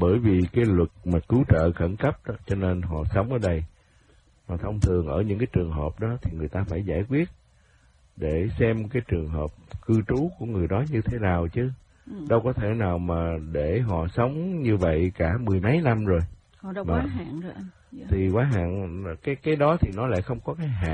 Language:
Vietnamese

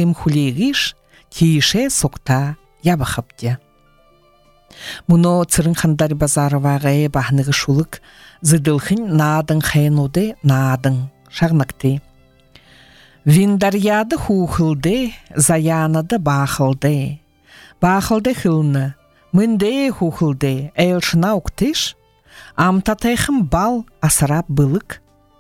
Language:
Buriat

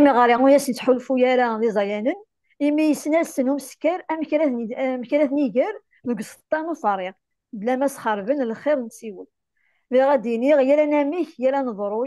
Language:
Kabyle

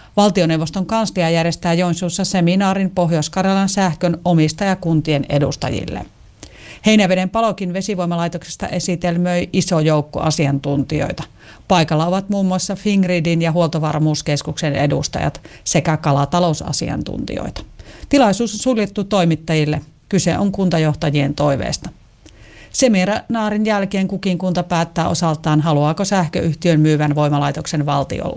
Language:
Finnish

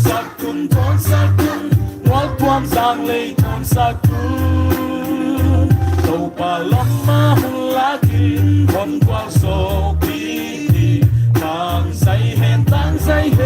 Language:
Paite Chin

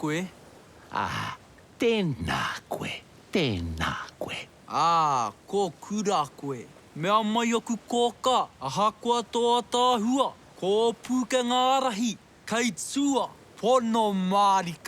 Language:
Māori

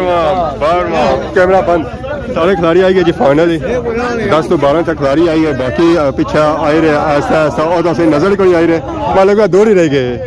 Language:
Pahari-Potwari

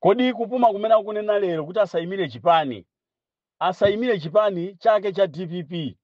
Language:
Nyanja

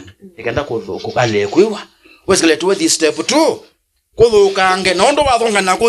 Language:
Kamba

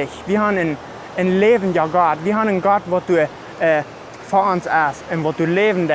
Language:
Plautdietsch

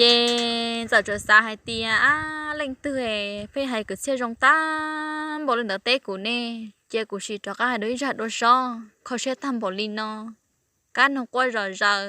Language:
Hmong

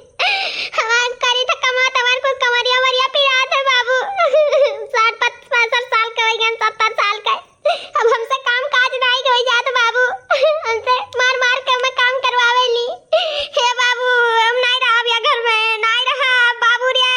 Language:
Awadhi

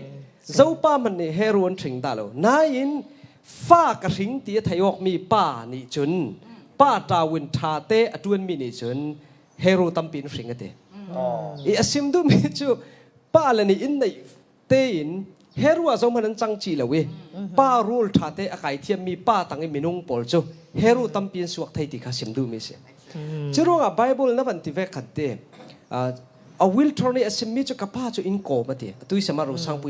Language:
Falam Chin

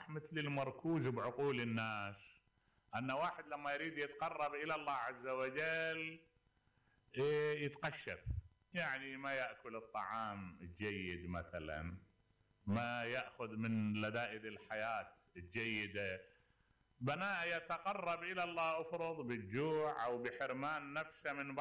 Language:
Mesopotamian Arabic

